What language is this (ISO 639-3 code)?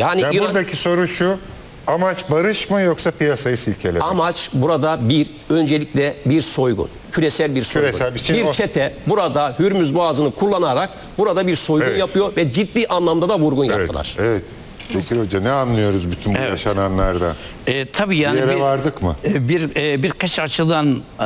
tur